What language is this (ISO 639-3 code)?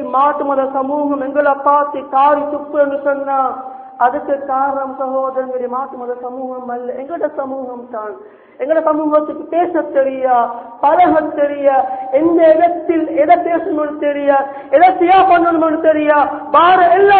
tam